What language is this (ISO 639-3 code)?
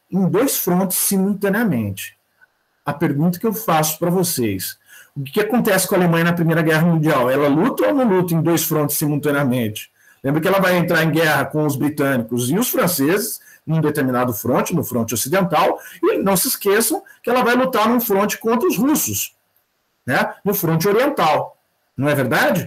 por